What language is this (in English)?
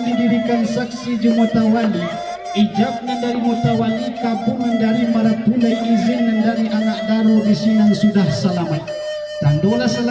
Minangkabau